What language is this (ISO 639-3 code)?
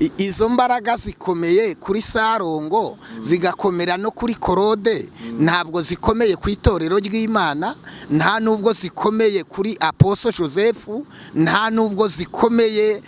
kin